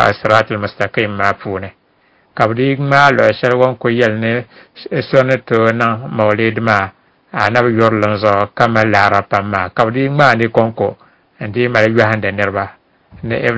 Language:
Dagbani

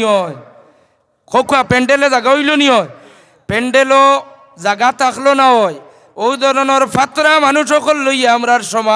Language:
Sylheti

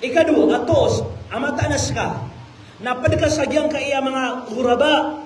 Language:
Maranao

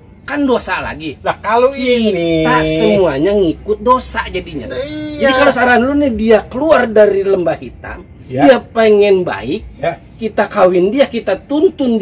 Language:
Betawi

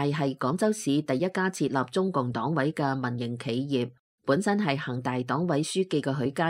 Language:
Cantonese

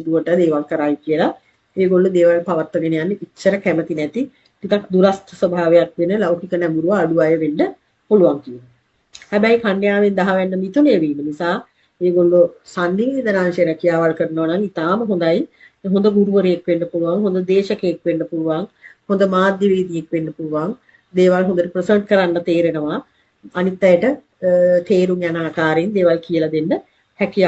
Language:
Sinhala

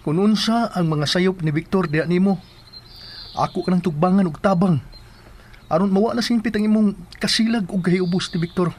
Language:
Cebuano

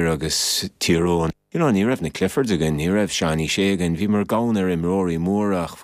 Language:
Irish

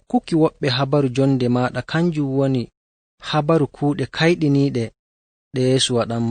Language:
Nigerian Fulfulde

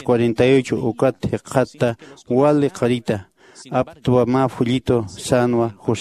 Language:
Aymara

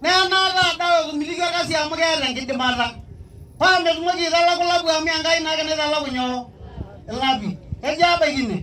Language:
Masai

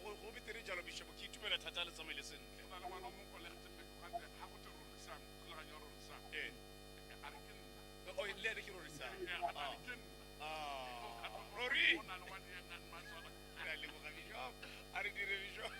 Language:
Tswana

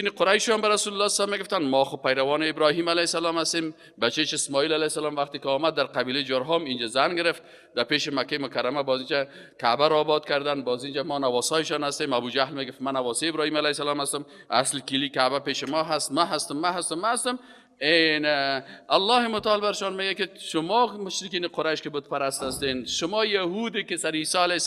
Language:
Persian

